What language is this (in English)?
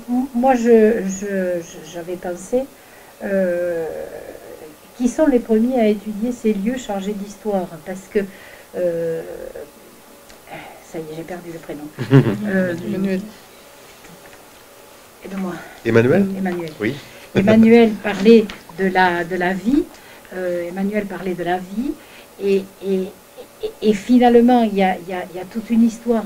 French